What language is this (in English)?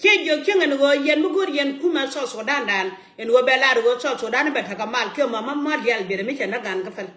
Nuer